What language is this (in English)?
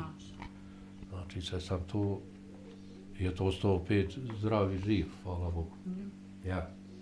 Bosnian